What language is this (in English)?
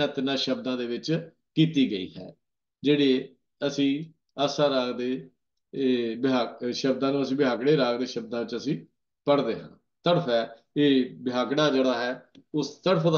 Punjabi